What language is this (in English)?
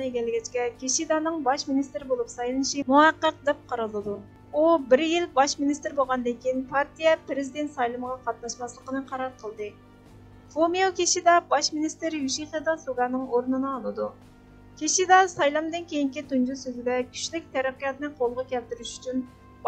Uyghur